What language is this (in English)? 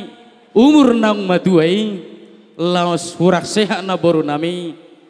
Batak Toba